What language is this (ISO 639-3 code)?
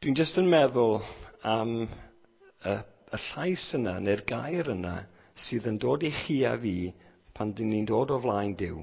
cym